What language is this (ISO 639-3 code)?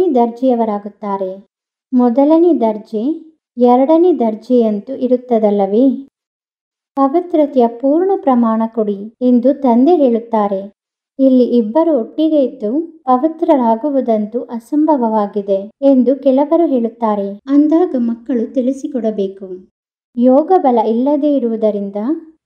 kan